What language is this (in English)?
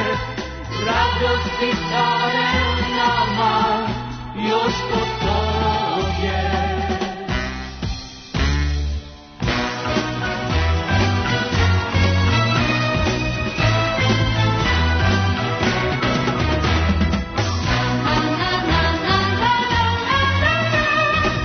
Serbian